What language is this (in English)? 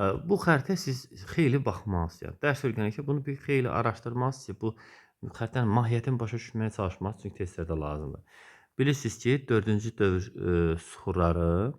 Azerbaijani